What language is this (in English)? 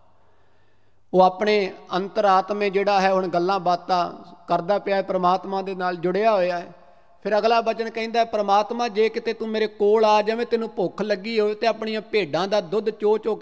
Punjabi